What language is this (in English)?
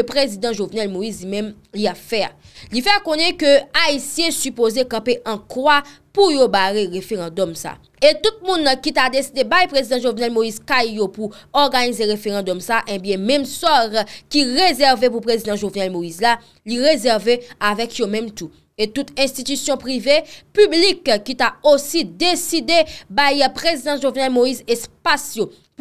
Haitian Creole